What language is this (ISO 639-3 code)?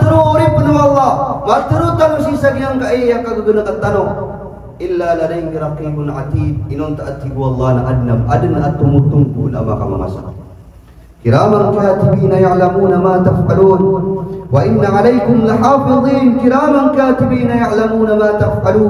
mrw